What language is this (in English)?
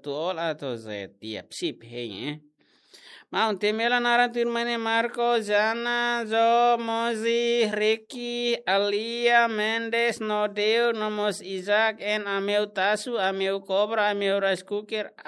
Tetum